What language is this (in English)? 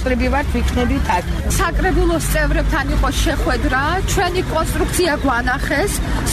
Georgian